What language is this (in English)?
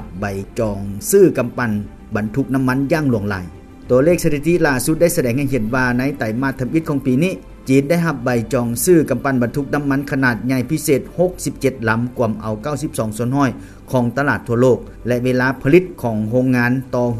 Lao